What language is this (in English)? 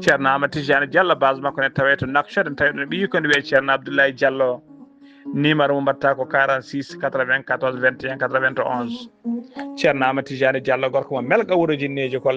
Fula